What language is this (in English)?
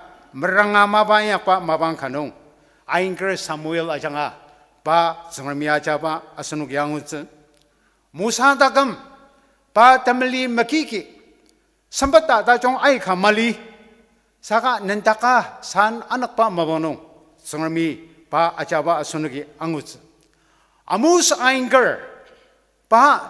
Ao Naga